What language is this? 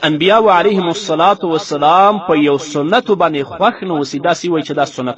Pashto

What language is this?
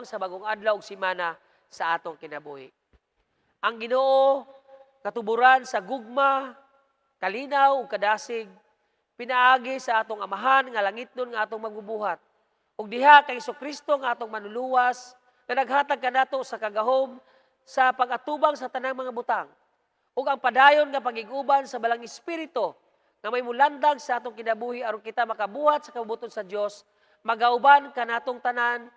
Cebuano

